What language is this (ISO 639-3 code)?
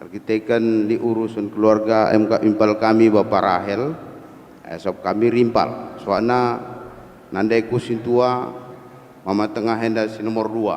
btx